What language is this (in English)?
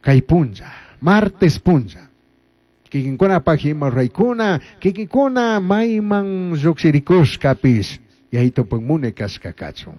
Chimborazo Highland Quichua